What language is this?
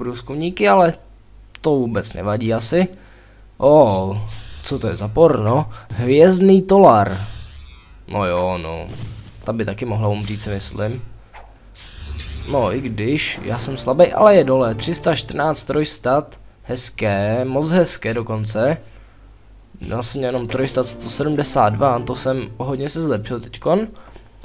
Czech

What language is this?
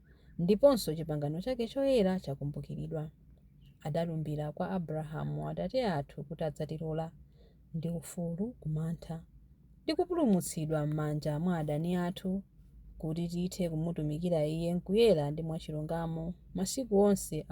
Nyanja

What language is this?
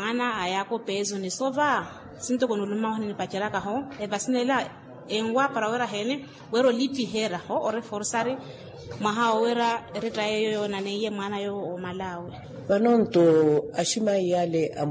Makhuwa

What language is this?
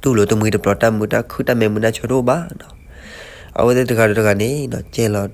S'gaw Karen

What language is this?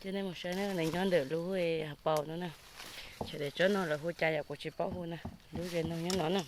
Hmong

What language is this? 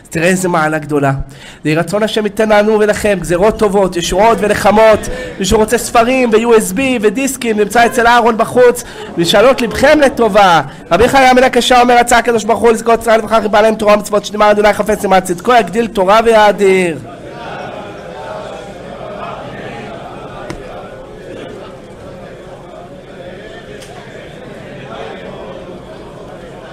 Hebrew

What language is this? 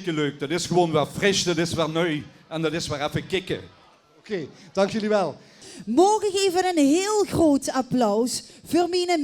Limburgish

